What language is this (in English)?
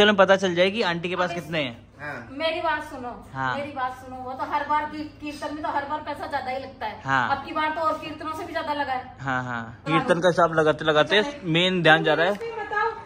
Hindi